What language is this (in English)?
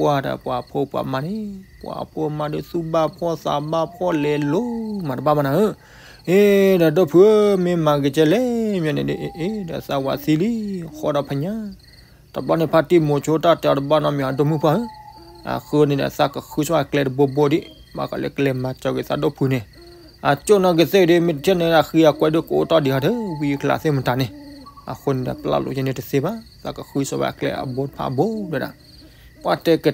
S'gaw Karen